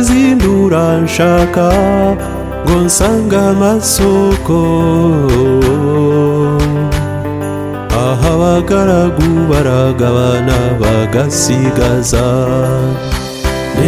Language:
Kinyarwanda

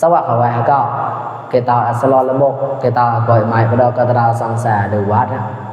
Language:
Mon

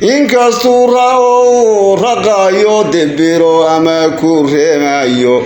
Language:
Somali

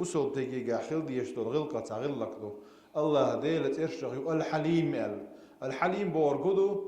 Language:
Chechen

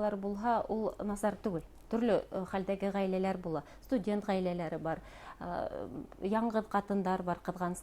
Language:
Bashkir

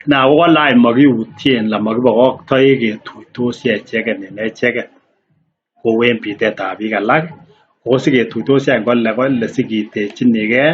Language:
Kalenjin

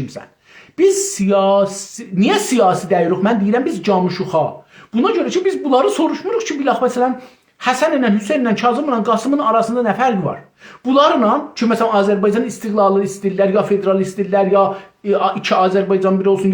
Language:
South Azerbaijani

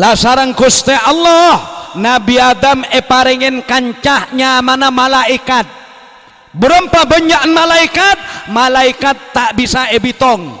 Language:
Madurese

